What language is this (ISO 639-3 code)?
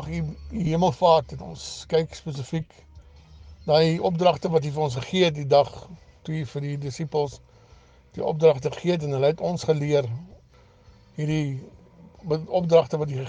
afr